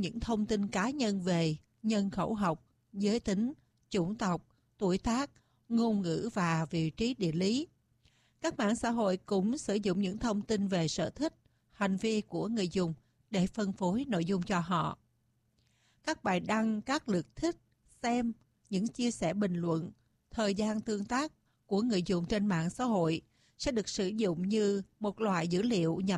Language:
Vietnamese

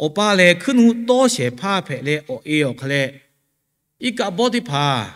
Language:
Lahu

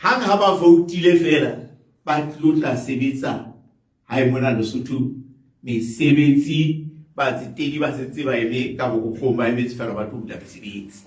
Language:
Southern Sotho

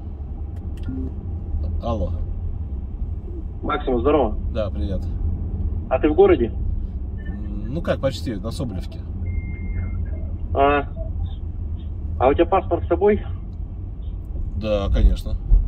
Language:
Russian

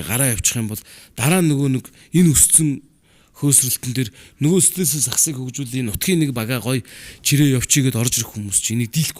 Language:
Mongolian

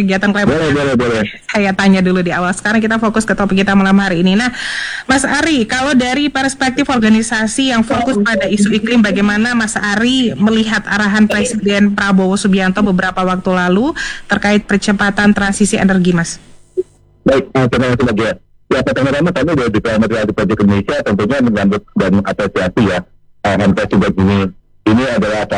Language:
Indonesian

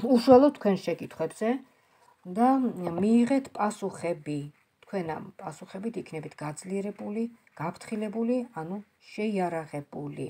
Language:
Georgian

